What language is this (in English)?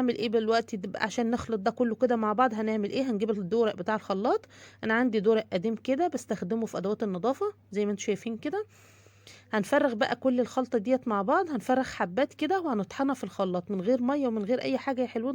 Egyptian Arabic